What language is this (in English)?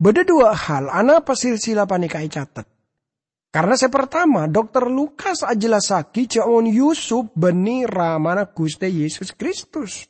Madurese